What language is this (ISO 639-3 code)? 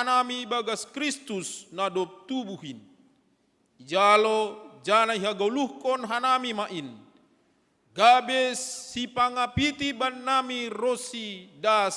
bts